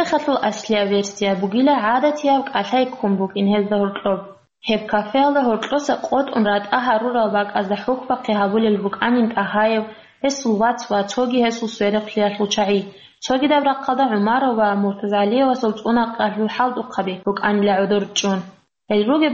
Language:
Avaric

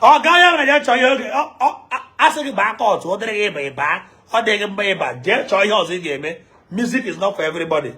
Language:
Igbo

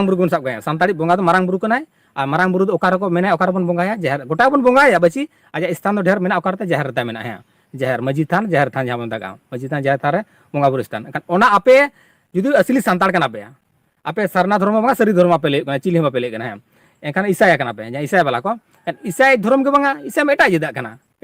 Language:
Santali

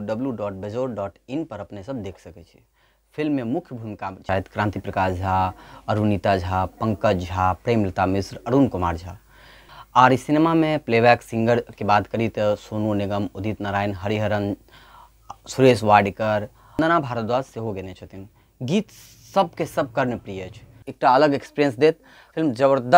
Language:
Maithili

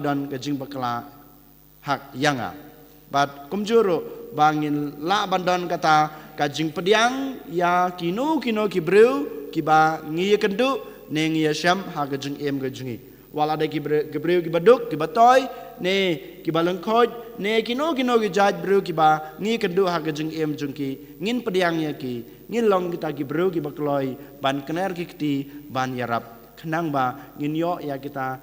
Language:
Khasi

